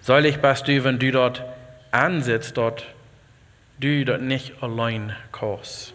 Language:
Plautdietsch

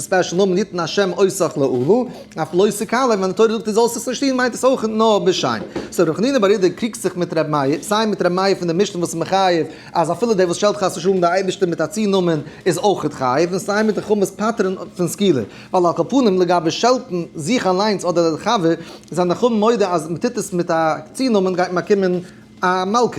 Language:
Yiddish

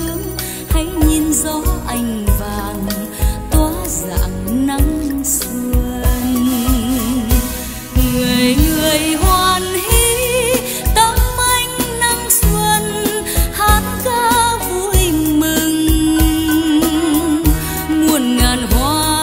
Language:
Vietnamese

